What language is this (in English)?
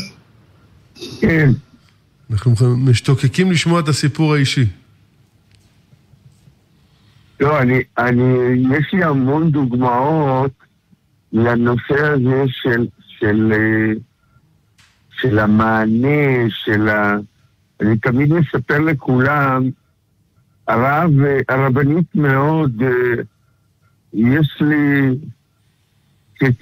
Hebrew